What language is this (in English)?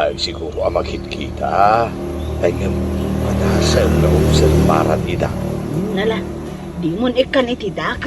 Iloko